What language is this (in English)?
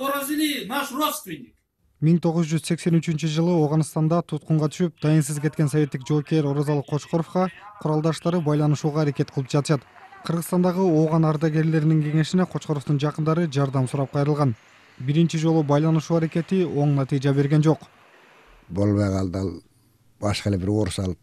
Kyrgyz